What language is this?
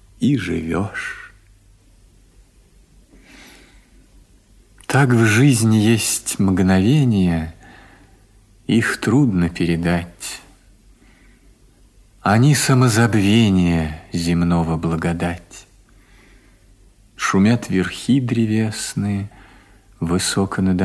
Russian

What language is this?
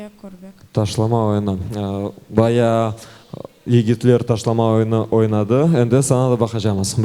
Crimean Tatar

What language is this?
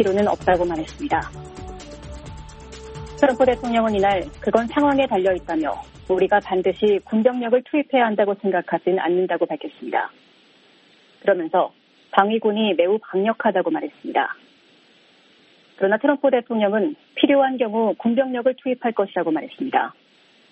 Korean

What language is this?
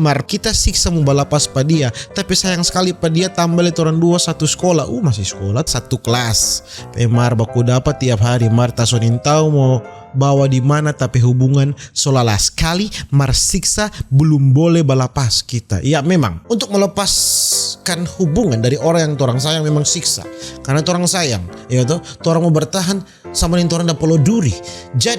Manado Malay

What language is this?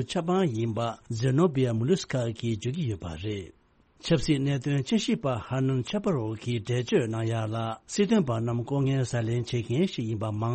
Tibetan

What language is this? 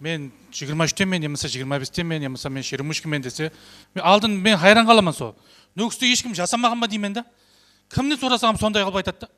Kara-Kalpak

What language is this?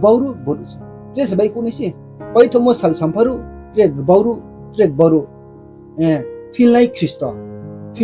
Riang (India)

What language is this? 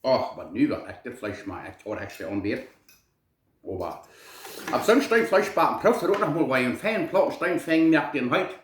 Plautdietsch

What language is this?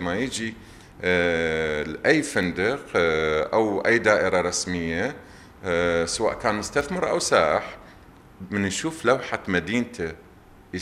Mesopotamian Arabic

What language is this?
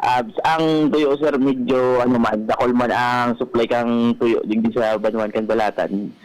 Bikol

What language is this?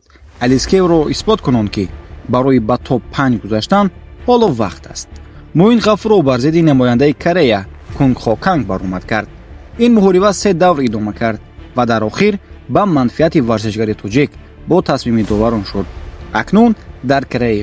Tajik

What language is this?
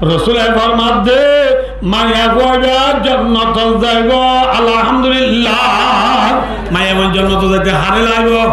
Rohingya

